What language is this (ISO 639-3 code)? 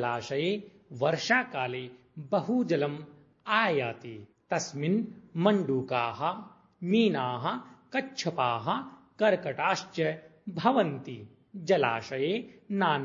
san